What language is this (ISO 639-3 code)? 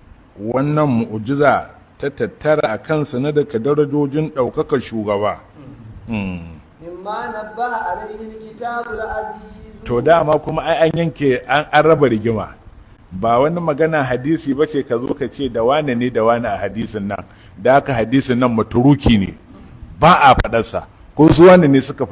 hau